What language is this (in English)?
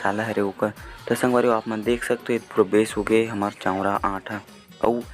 Chhattisgarhi